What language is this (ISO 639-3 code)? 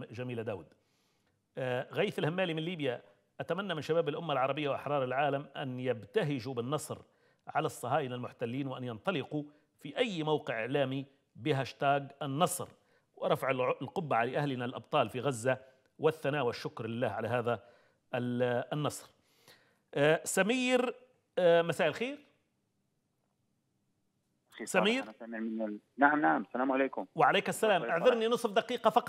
ara